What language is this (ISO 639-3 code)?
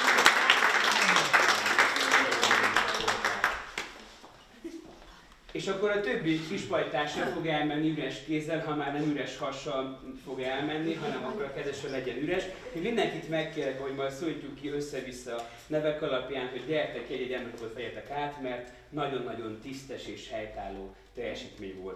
hun